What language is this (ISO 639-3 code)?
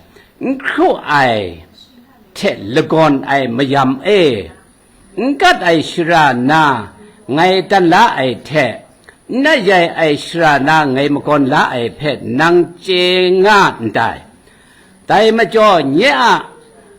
kac